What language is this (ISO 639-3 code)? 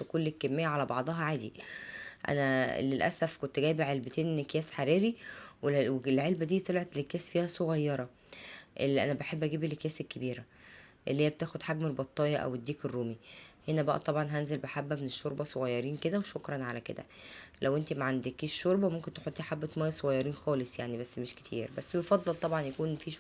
arz